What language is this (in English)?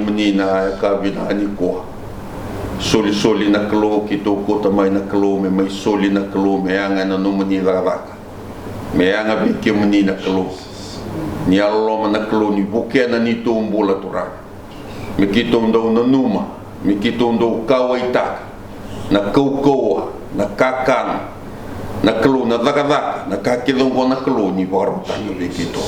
Fijian